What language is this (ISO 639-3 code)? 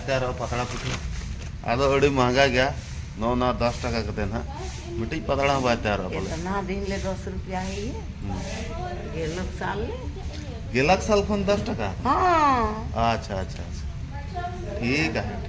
sat